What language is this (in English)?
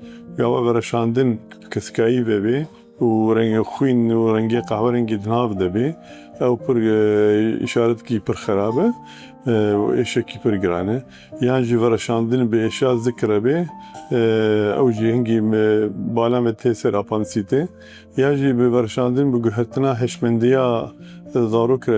Kurdish